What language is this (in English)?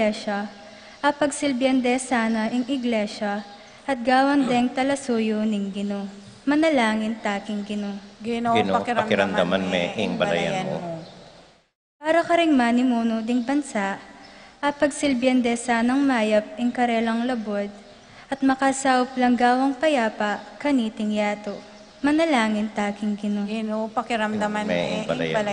Pampanga